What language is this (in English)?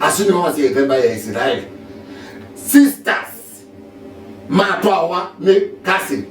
Kamba